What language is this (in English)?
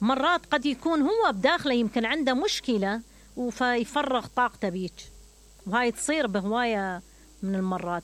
Mesopotamian Arabic